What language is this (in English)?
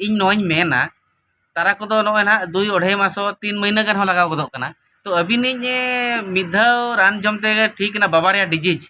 Santali